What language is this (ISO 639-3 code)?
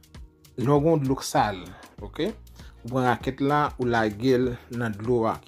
hat